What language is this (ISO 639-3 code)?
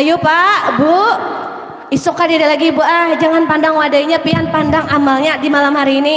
bjn